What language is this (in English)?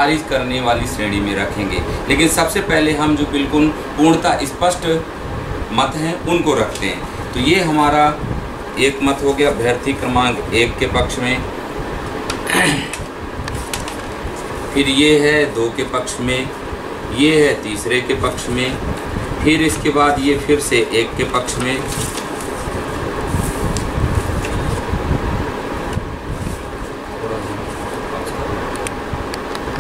Hindi